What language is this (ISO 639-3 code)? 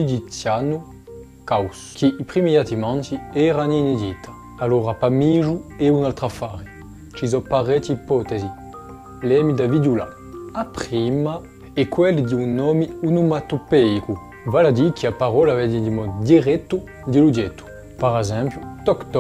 cos